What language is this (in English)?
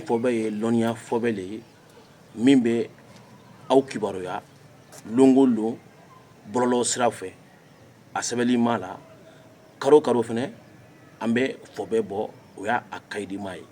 Bambara